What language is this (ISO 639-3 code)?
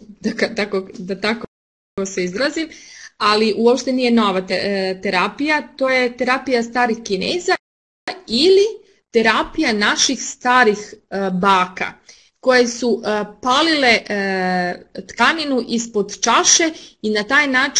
srp